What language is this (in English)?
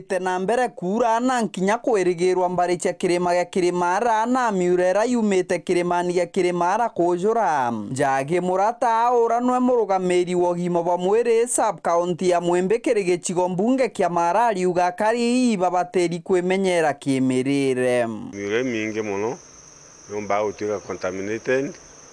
Meru